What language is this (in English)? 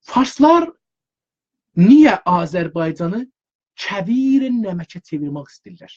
South Azerbaijani